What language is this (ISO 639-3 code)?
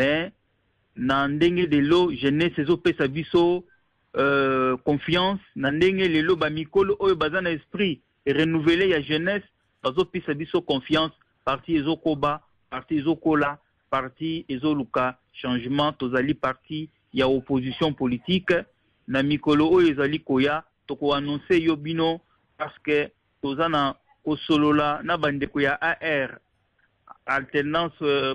lin